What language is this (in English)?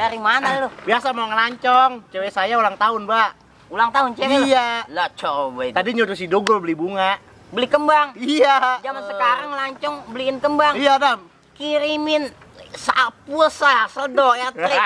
Betawi